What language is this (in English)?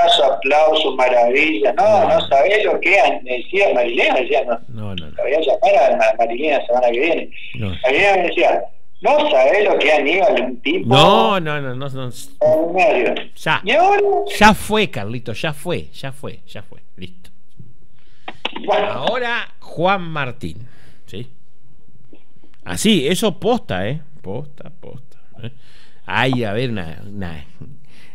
Spanish